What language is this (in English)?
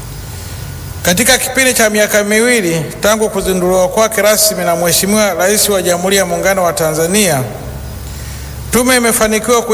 Swahili